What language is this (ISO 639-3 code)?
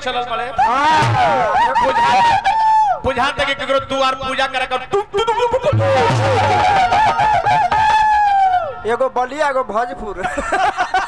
bho